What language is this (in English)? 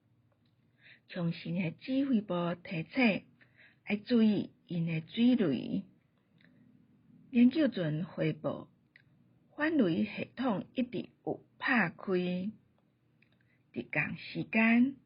Min Nan Chinese